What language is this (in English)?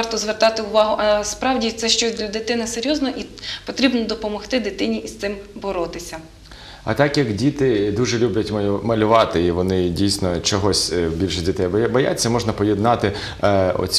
Ukrainian